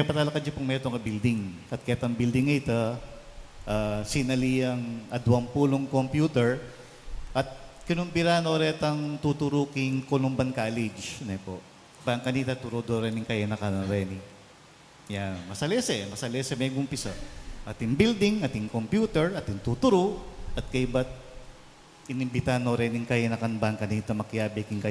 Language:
Pampanga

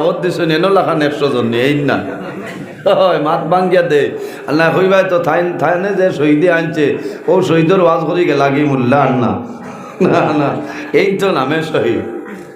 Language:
Sylheti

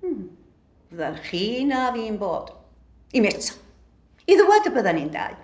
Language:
Welsh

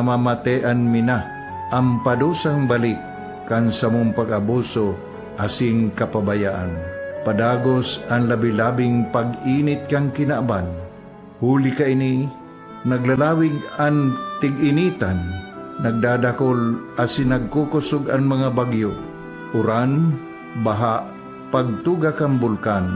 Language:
Bikol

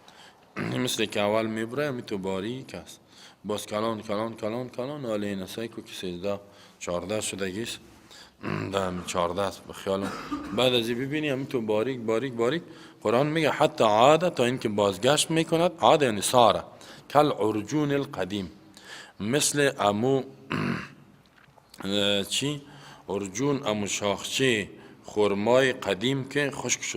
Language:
Persian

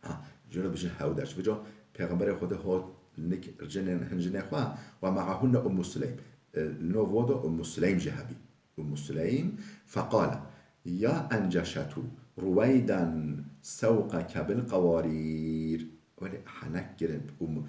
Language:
Kurdish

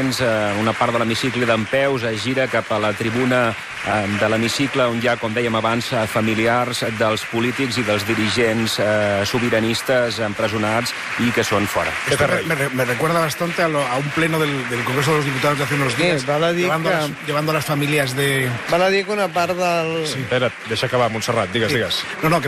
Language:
Catalan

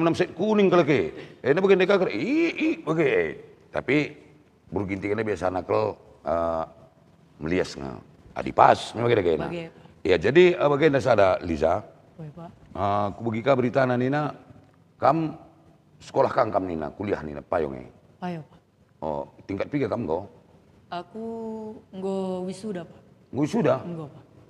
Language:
Batak Karo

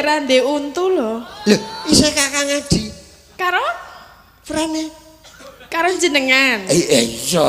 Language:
Javanese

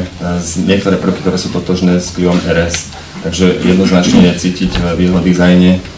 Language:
Slovak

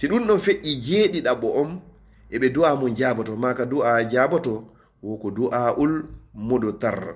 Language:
Fula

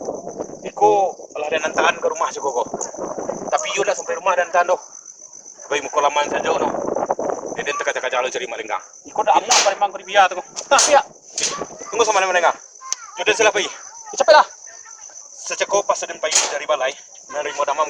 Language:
Minangkabau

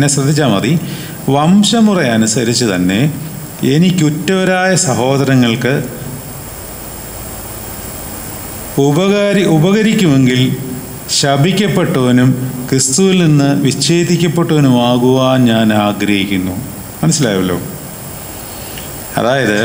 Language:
Malayalam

